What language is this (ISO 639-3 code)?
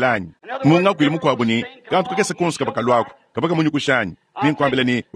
lua